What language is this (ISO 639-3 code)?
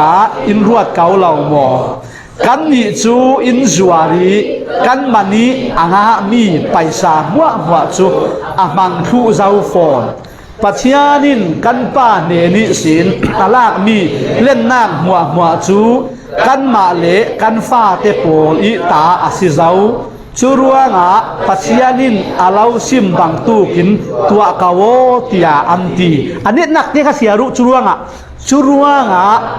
cfm